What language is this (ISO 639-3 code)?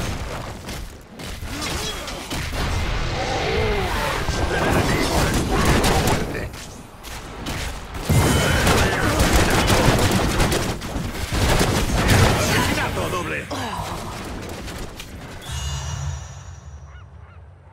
spa